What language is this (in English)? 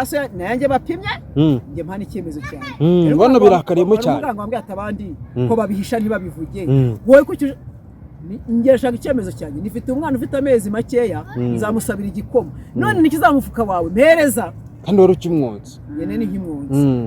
Kinyarwanda